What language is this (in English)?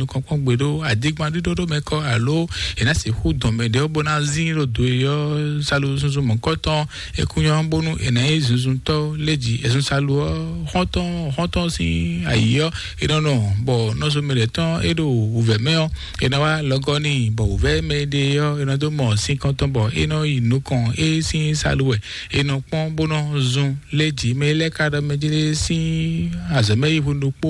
Fon